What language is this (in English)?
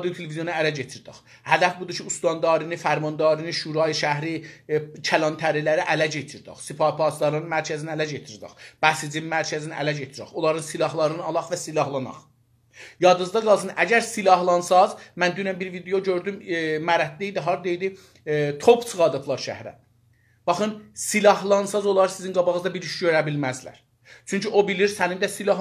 South Azerbaijani